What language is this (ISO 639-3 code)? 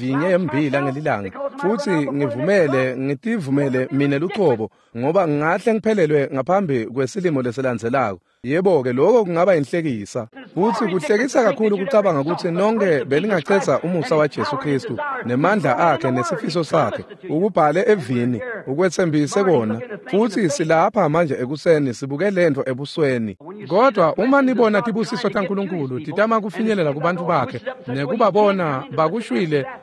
ssw